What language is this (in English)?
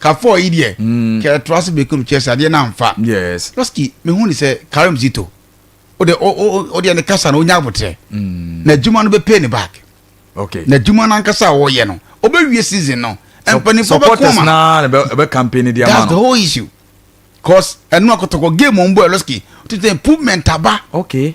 Akan